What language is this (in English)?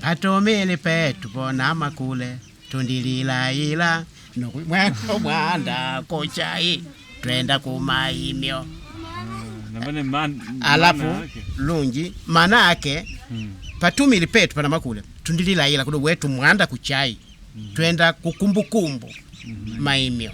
Makonde